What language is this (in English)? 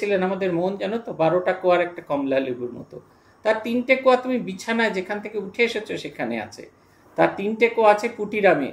Bangla